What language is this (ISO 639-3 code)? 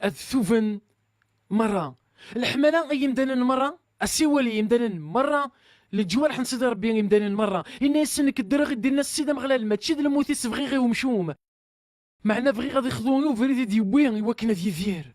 kab